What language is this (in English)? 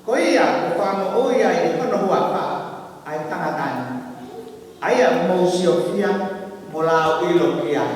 Tongan